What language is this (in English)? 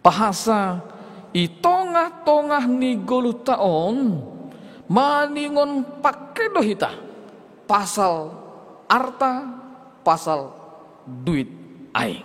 Batak Simalungun